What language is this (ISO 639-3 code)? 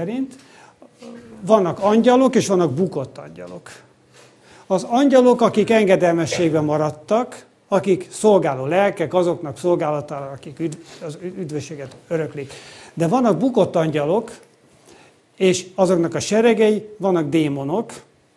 hun